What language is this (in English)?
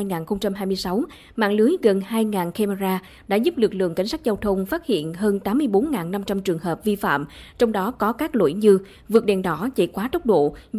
Vietnamese